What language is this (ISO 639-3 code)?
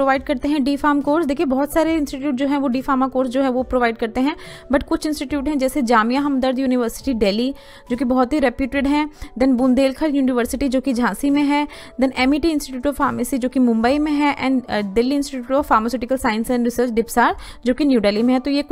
hin